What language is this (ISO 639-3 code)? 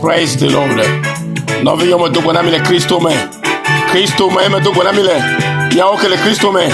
ewe